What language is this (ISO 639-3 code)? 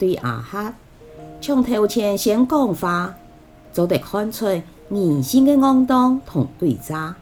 hak